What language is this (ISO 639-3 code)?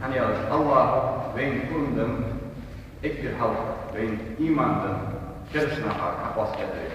inh